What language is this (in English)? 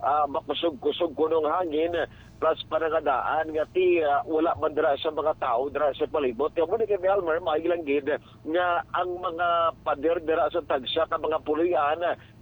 Hiligaynon